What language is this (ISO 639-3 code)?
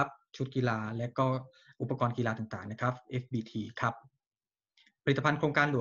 tha